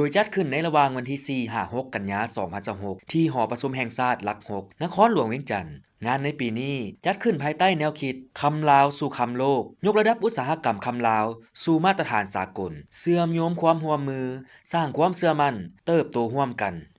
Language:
Lao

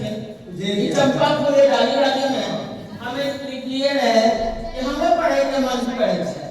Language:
Angika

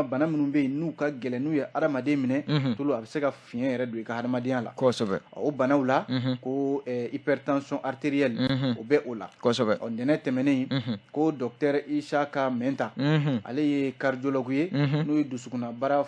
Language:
Bambara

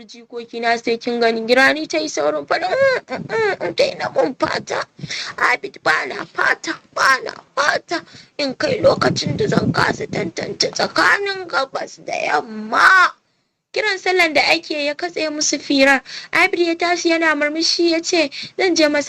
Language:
Hausa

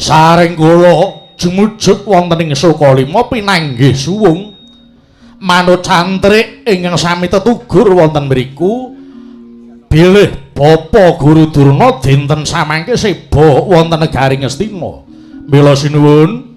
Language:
Javanese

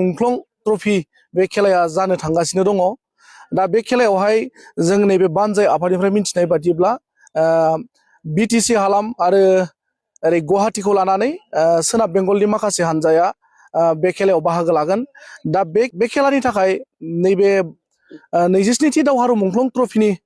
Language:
Bodo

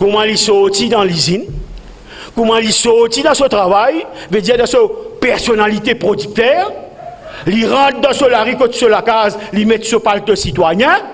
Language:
Morisyen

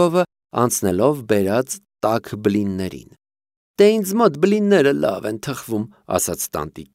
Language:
Armenian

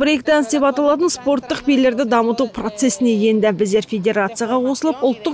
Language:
Kazakh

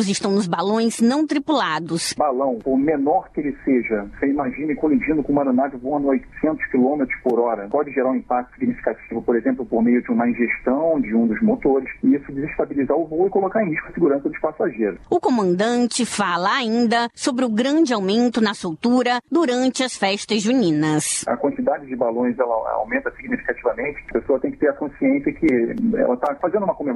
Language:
Portuguese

